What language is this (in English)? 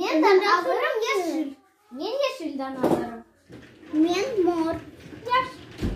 Crimean Tatar